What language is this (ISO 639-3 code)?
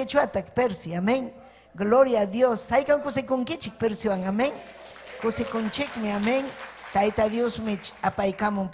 quy